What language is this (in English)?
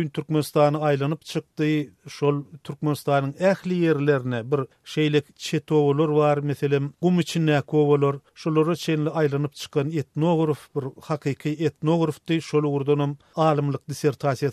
Turkmen